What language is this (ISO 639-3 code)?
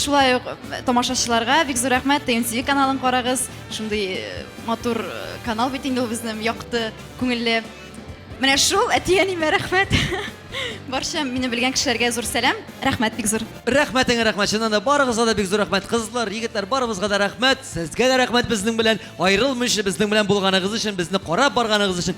tat